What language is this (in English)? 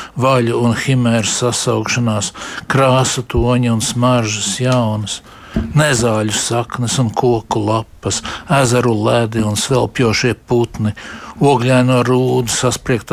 Latvian